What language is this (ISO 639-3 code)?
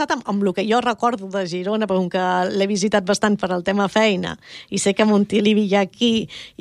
cat